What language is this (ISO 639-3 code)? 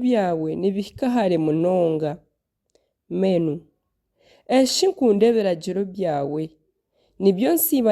nyn